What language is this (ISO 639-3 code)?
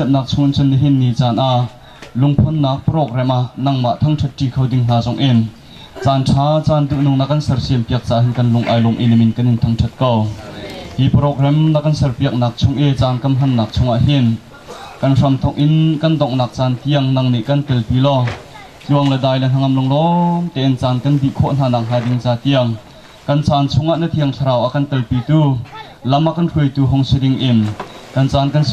cnh